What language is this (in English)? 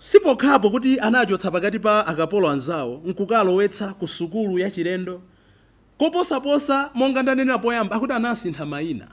Nyanja